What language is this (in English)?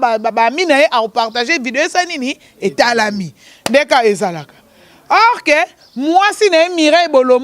Lingala